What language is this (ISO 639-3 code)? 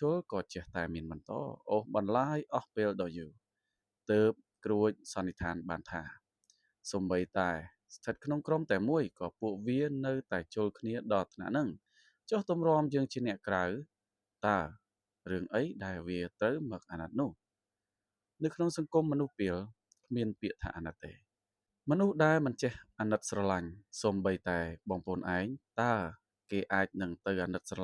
khm